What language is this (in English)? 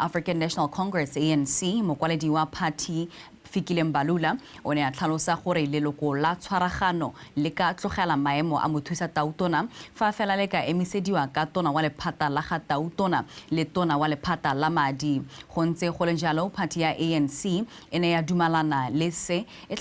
Tswana